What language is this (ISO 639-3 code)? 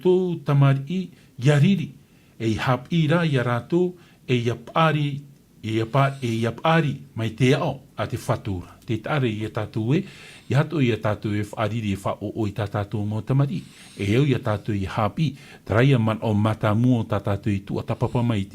tah